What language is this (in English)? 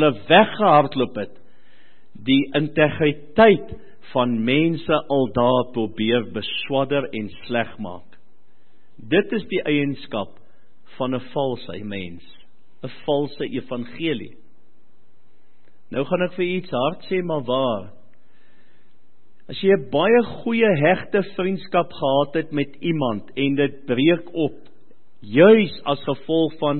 Afrikaans